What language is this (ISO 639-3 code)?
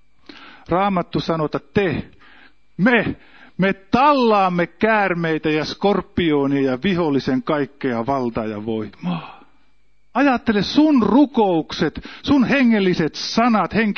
fin